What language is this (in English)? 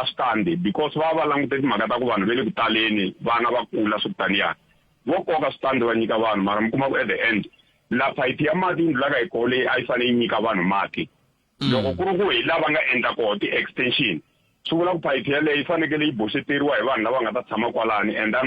Tsonga